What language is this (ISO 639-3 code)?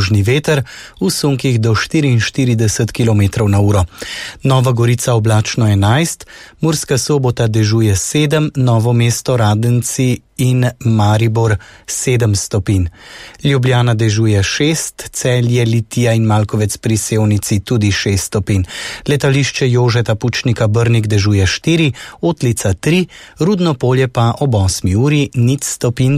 slv